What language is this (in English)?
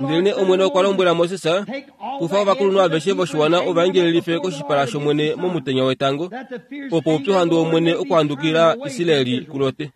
Kuanyama